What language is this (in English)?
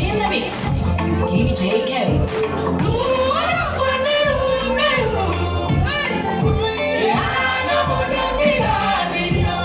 Kikuyu